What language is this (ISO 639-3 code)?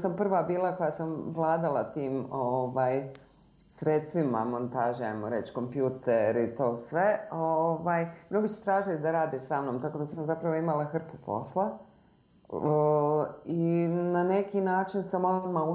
bos